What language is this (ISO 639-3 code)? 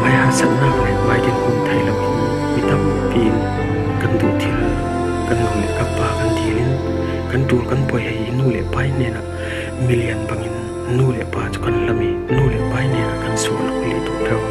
cfm